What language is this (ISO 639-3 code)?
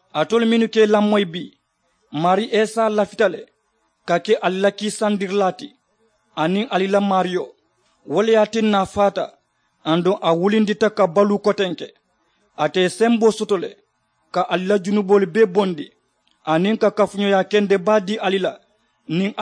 man